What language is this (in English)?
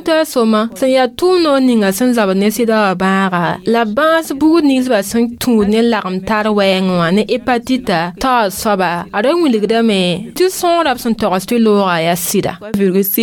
Mossi